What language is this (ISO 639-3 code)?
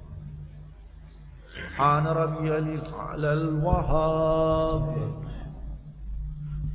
ara